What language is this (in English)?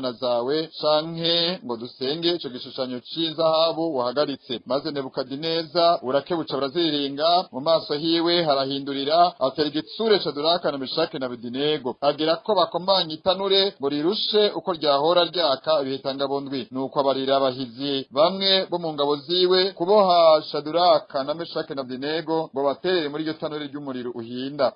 Rundi